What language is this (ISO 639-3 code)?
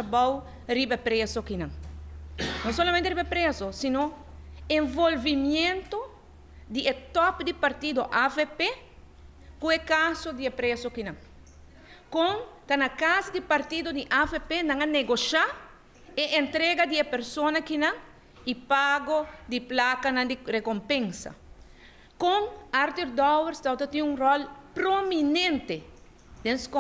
pap